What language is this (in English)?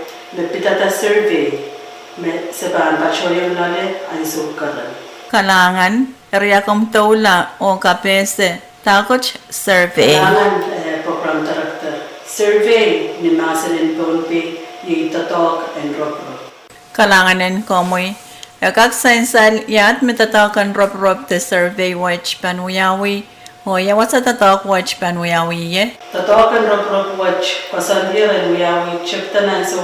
Pohnpeian